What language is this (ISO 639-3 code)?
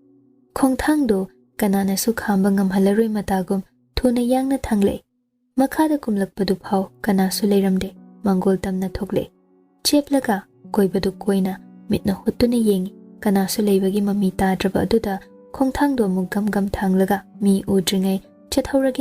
mni